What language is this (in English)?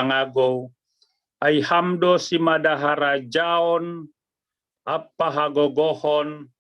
Batak Simalungun